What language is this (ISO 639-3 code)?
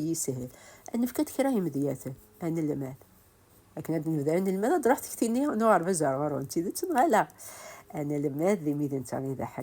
kab